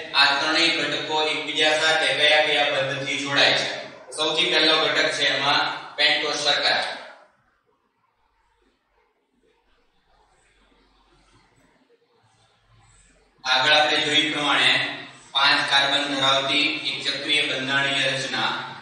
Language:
Gujarati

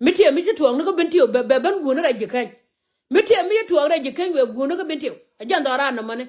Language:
Nuer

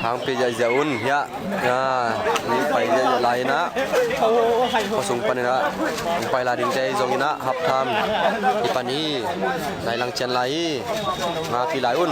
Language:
Tedim Chin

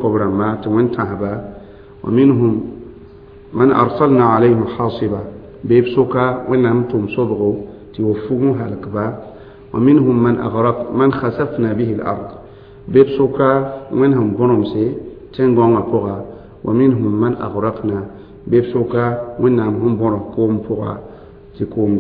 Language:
Mossi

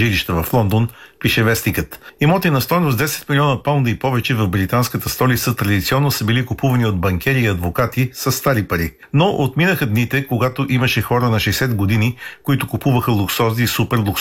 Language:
Bulgarian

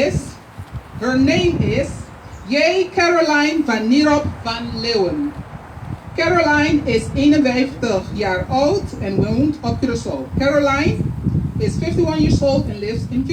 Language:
Papiamento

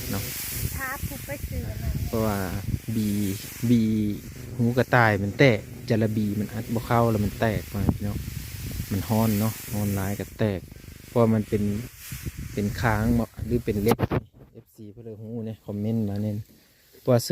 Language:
Lao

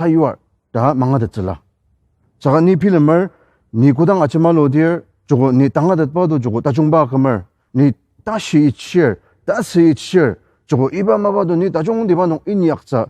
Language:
Ao Naga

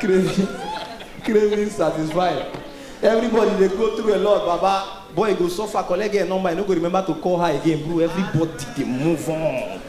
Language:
Nigerian Pidgin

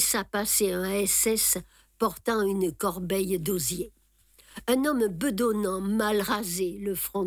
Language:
French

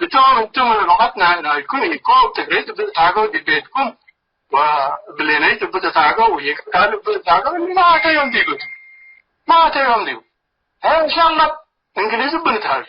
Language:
Tigre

